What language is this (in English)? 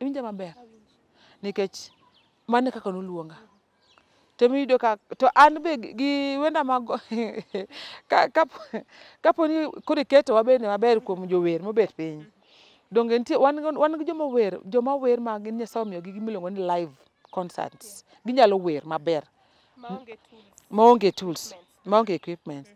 Luo (Kenya and Tanzania)